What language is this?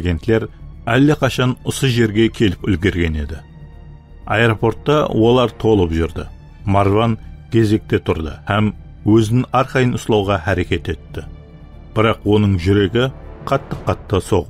Kara-Kalpak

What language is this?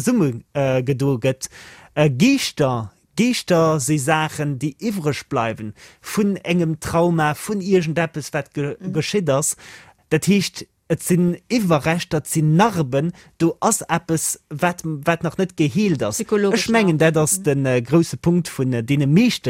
Luxembourgish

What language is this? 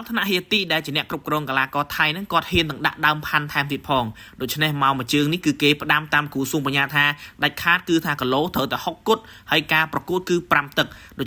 Khmer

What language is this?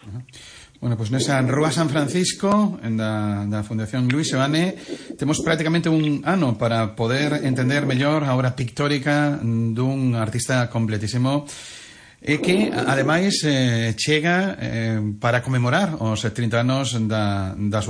Galician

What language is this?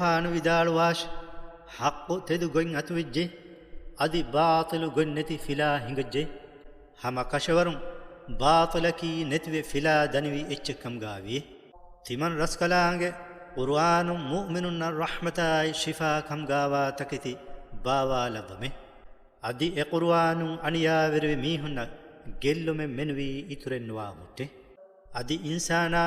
Divehi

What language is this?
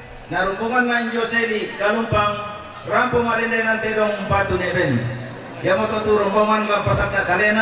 Toraja-Sa'dan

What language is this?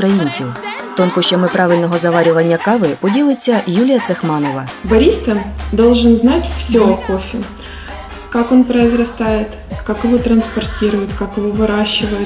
Ukrainian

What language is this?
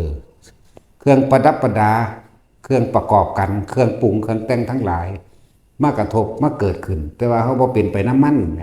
Northeastern Thai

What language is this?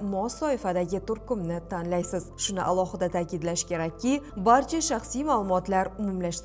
Uzbek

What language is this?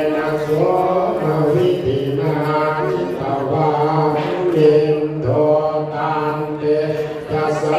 Pali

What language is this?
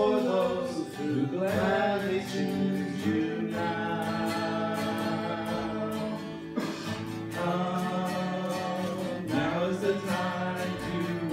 English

